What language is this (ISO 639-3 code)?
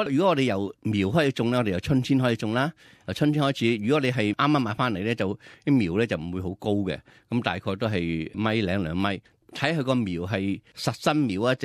yue